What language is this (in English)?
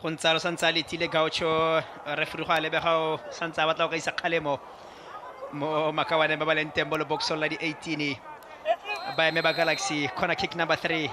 Tswana